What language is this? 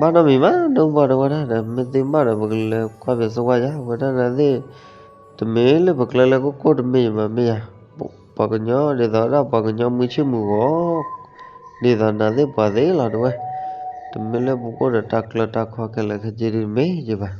S'gaw Karen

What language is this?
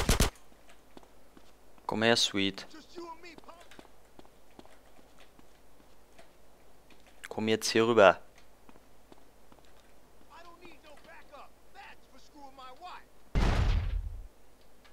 German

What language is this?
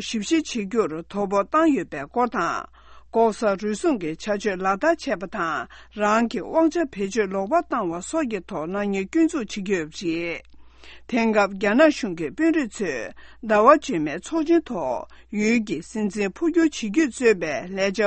Tibetan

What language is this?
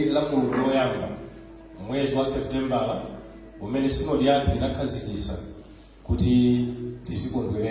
Nyanja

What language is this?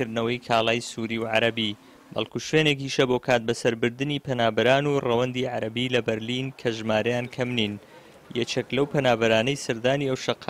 Central Kurdish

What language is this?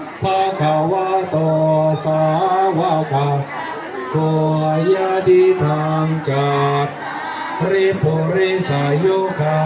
Pali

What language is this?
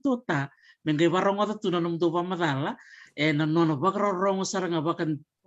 Fijian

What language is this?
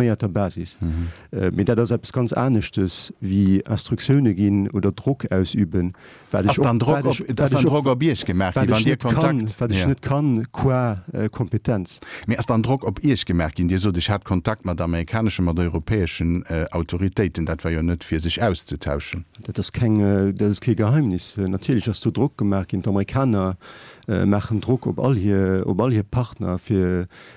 Luxembourgish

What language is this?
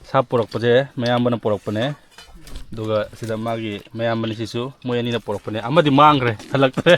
Manipuri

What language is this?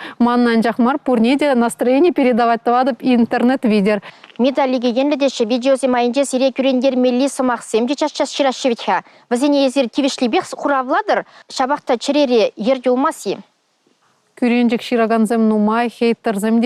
Chuvash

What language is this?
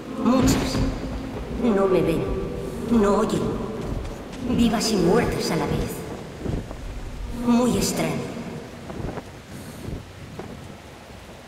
Spanish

